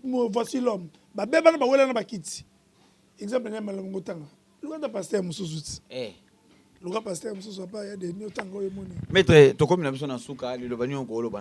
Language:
Lingala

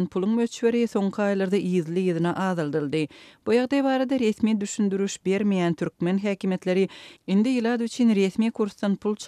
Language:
Turkmen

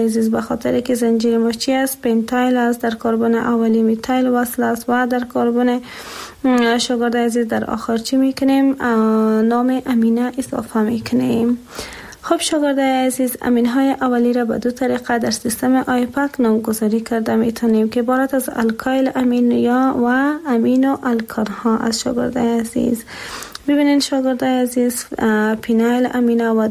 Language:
Persian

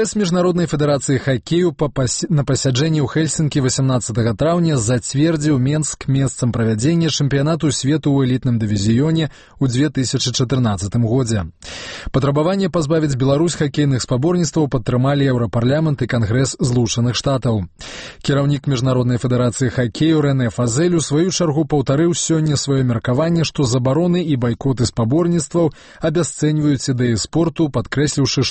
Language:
Belarusian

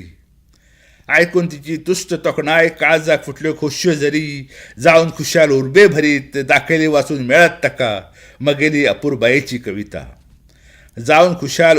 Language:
Konkani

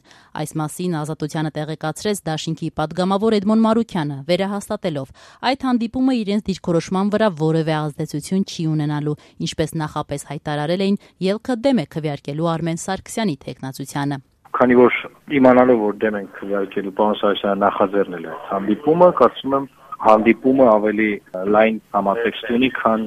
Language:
Armenian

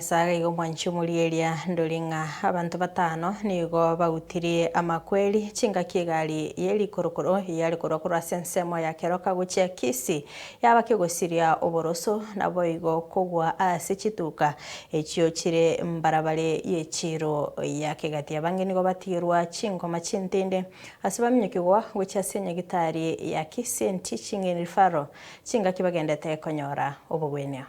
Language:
Gusii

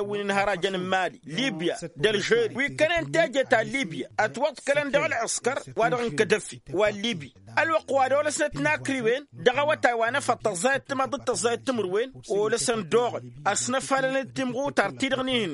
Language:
Tamasheq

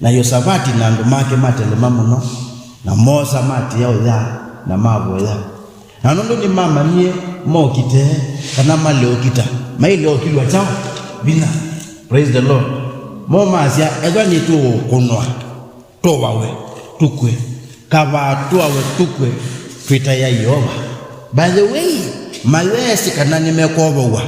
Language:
Kamba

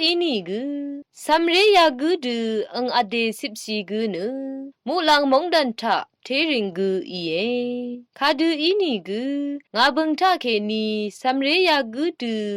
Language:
Rawang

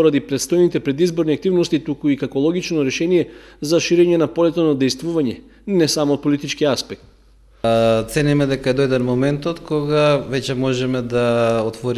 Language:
Macedonian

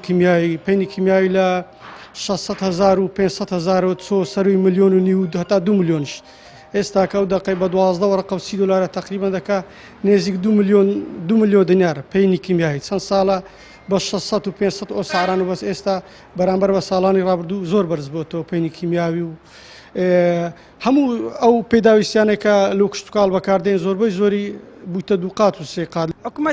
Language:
Central Kurdish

